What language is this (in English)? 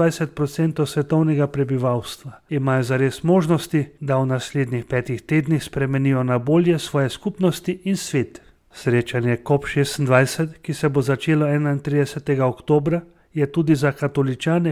Slovenian